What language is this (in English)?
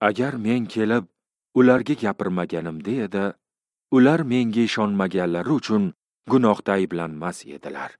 Uzbek